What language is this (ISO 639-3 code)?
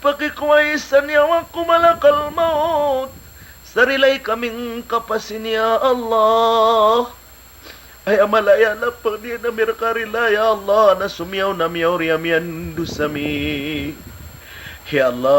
mrw